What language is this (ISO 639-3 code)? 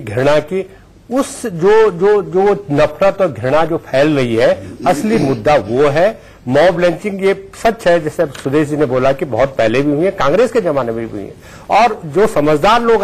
hin